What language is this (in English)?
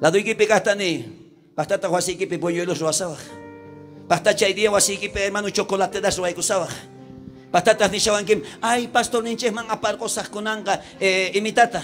South Bolivian Quechua